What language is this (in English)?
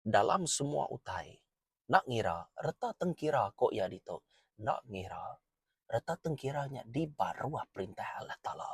Iban